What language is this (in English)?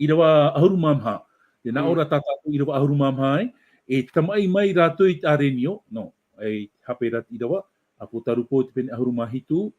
Tahitian